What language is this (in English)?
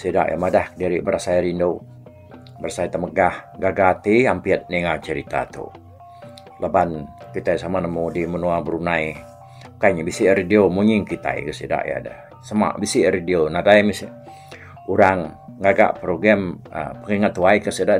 Iban